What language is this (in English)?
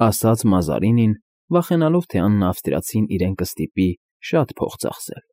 Armenian